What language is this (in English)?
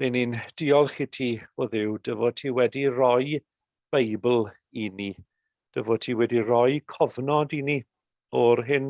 Welsh